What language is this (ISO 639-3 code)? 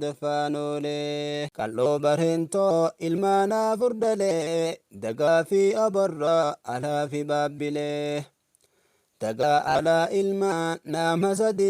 orm